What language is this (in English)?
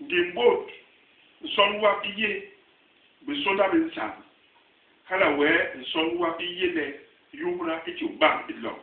Basaa